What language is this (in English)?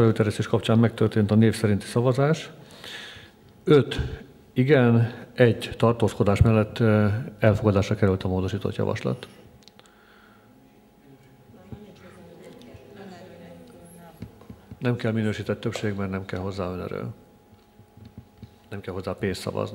Hungarian